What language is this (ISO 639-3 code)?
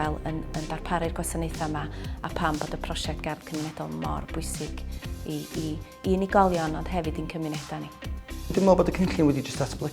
cym